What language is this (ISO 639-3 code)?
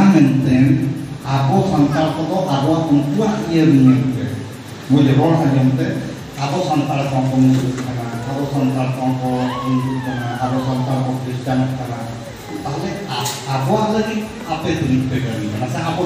sat